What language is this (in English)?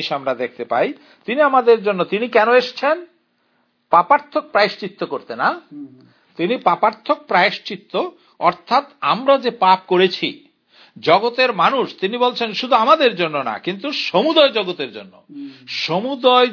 Bangla